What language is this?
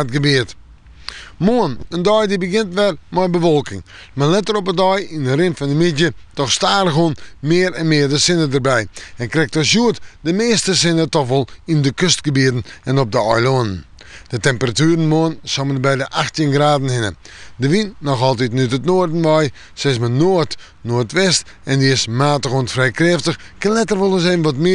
Western Frisian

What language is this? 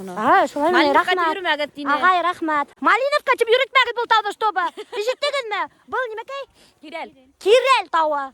Bashkir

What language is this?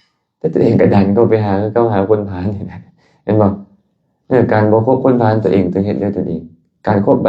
Lao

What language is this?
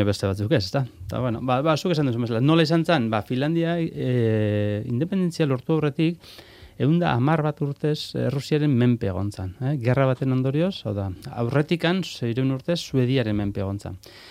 Basque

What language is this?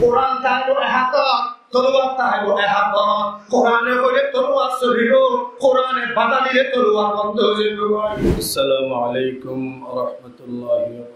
Rohingya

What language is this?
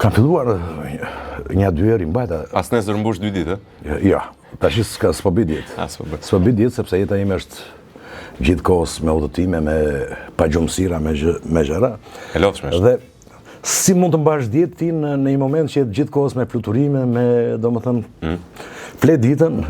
Albanian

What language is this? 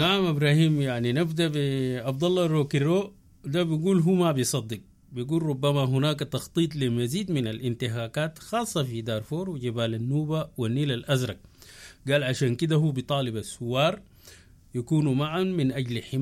Sudanese Arabic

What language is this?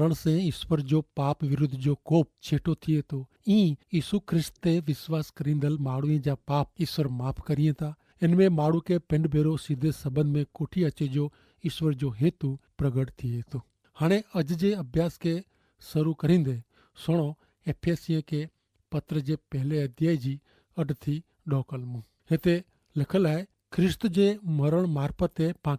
Kachhi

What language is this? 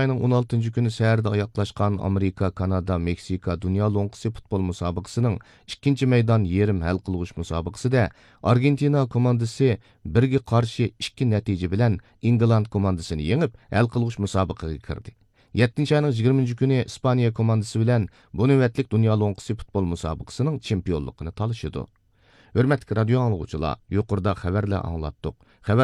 Uyghur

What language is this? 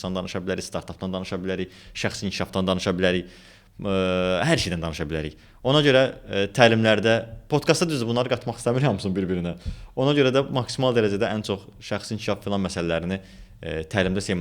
Azerbaijani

